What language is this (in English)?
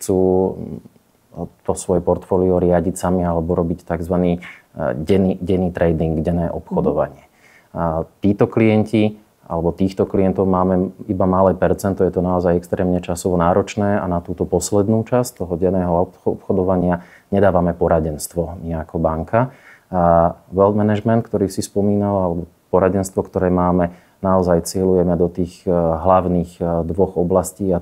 Slovak